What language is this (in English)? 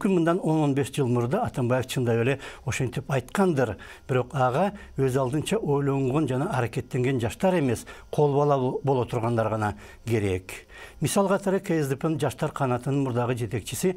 Kyrgyz